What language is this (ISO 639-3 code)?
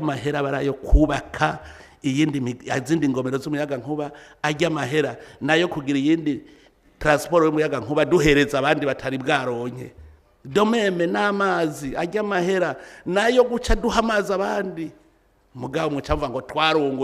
run